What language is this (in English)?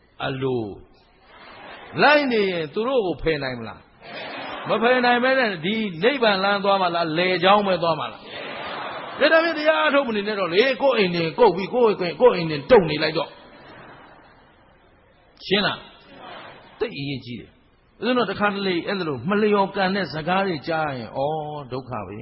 Burmese